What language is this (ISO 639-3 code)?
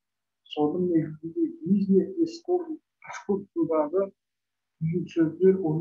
kaz